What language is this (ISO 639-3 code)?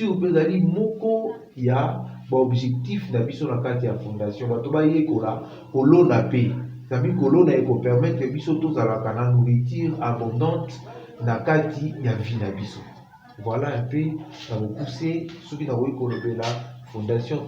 lin